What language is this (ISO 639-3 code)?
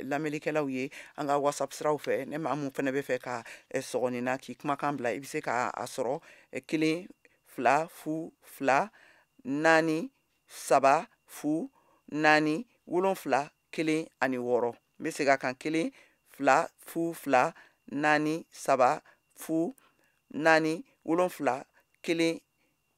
bam